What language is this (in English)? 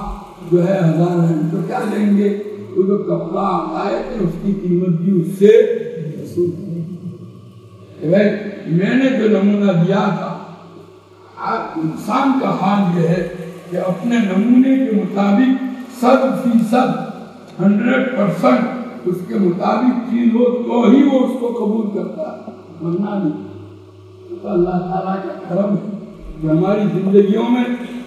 Urdu